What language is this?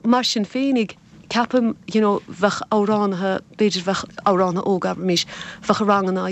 Irish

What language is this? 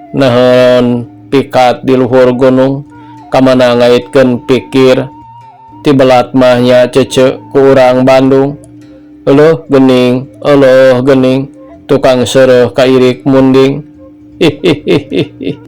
Sundanese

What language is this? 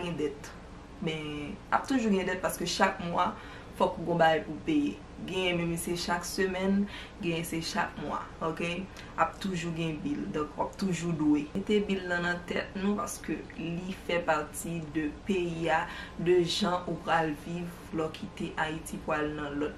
Haitian Creole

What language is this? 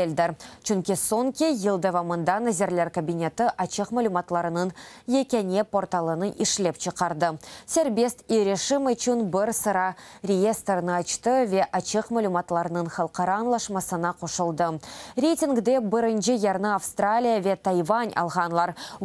Crimean Tatar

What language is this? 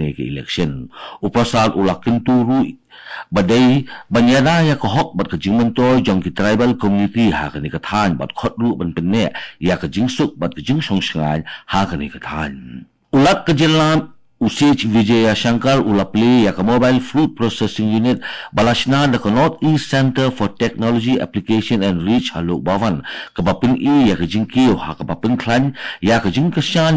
Khasi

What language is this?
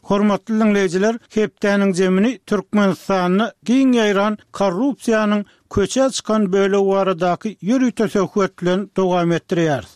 Turkmen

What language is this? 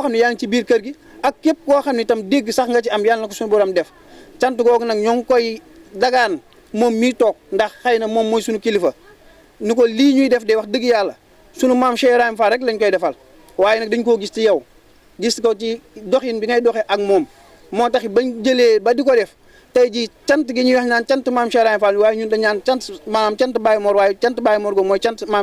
Wolof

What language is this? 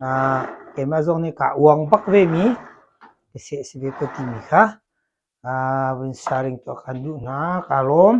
Hakha Chin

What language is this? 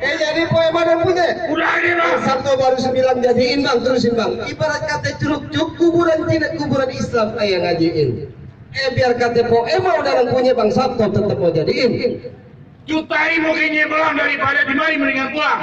Betawi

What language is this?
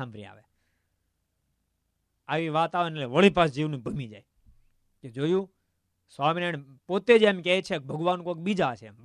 Gujarati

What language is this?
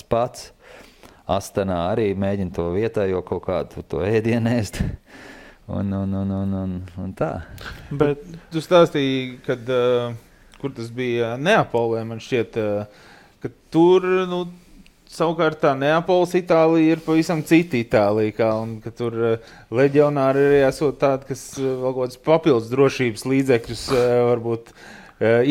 Latvian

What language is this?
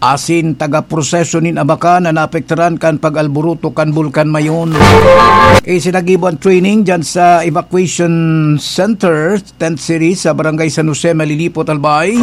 Bikol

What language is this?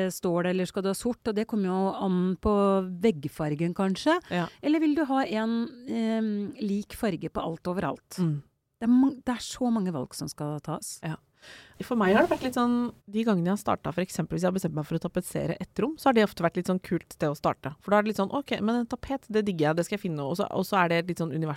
Norwegian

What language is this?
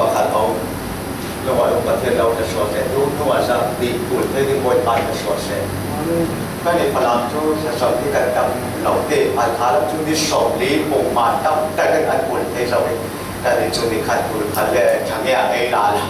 Falam Chin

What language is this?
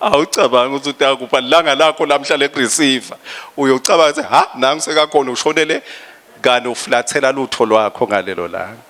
Swati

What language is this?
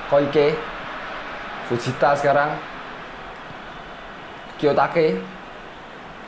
Indonesian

